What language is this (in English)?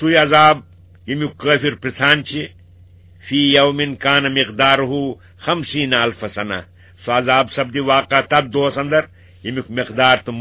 Kashmiri